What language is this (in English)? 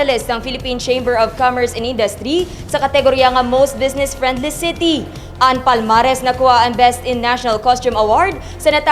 Hiligaynon